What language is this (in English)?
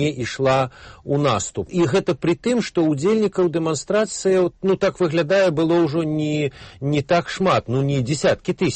Belarusian